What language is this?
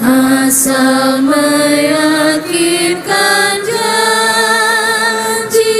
Ambonese Malay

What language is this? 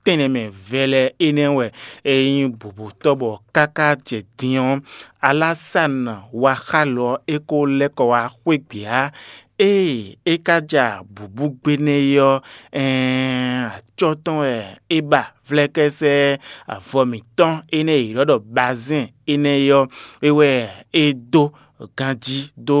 Fon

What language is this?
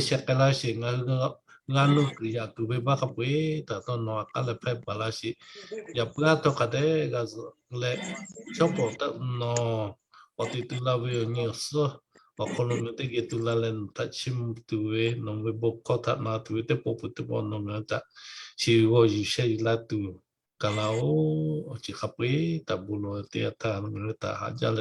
Lahu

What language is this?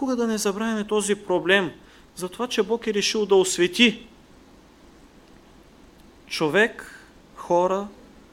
Bulgarian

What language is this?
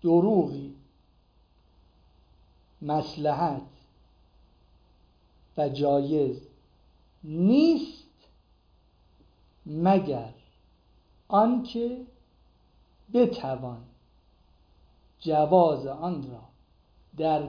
Persian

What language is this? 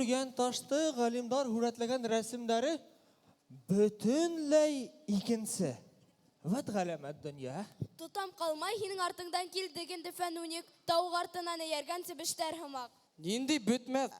Bashkir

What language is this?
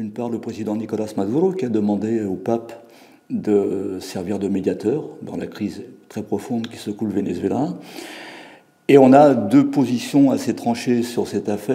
French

